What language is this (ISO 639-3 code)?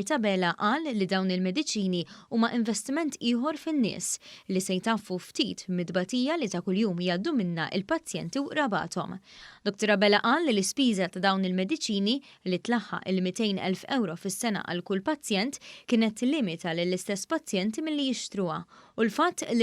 mlt